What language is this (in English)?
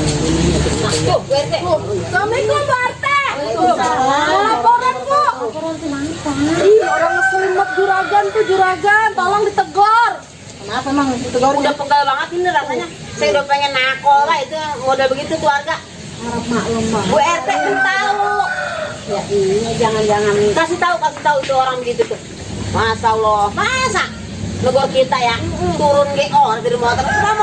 Betawi